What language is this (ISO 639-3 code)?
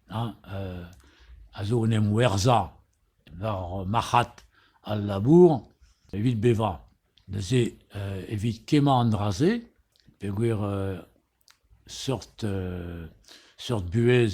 bre